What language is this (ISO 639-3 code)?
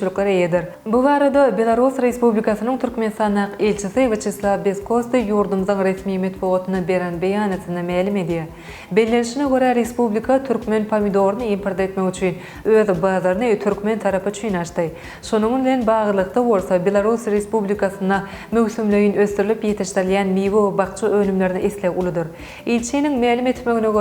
tuk